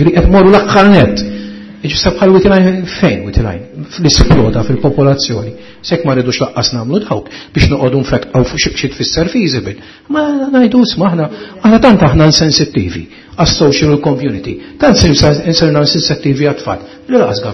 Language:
Maltese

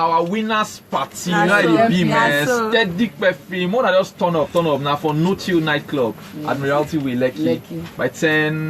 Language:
Nigerian Pidgin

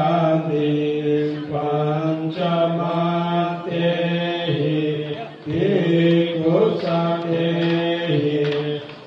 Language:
Pali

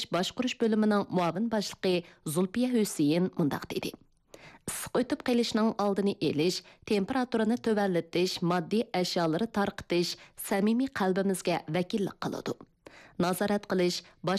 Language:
Uyghur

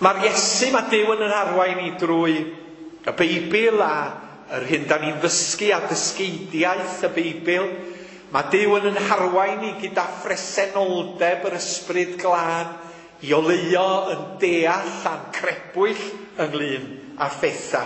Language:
Welsh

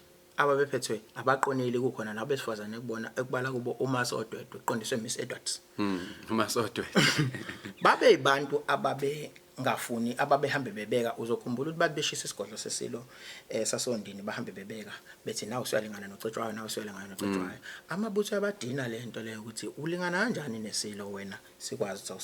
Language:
Zulu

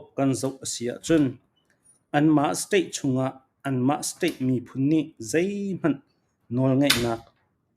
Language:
Falam Chin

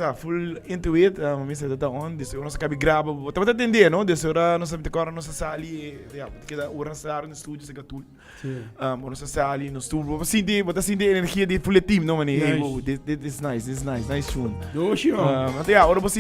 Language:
Papiamento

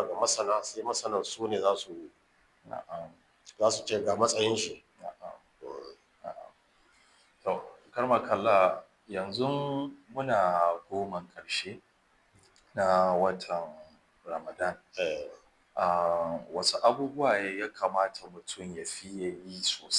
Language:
Hausa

